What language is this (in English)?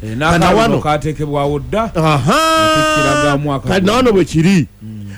Ganda